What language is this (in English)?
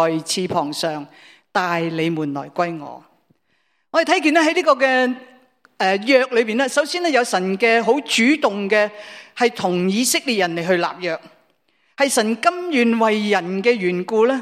Cantonese